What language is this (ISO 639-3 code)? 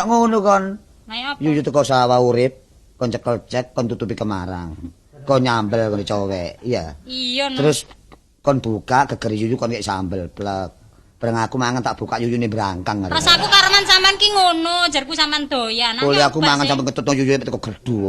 jav